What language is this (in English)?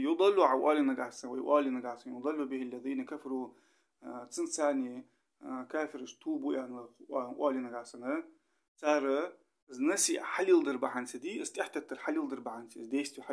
Ingush